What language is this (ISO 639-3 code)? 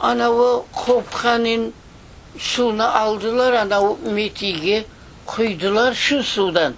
crh